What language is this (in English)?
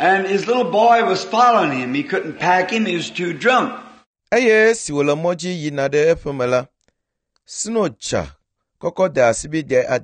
Ewe